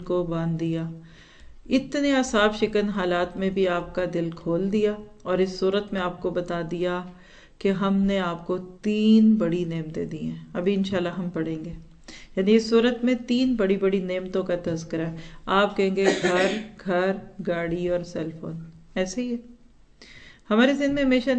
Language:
Urdu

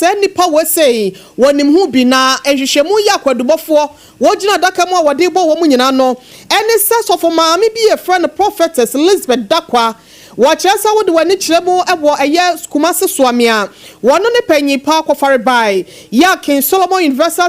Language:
Akan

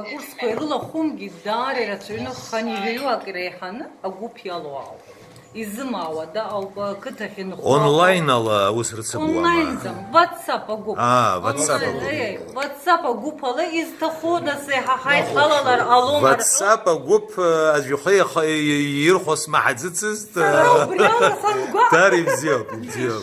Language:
Abkhazian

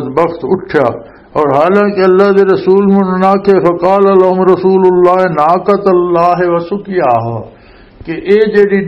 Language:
Western Panjabi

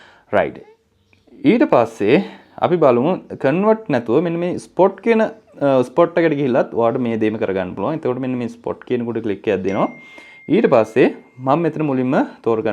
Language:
Sinhala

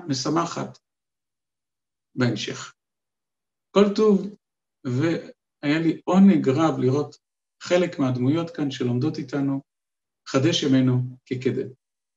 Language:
Hebrew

